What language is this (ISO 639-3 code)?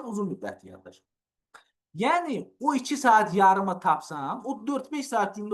aze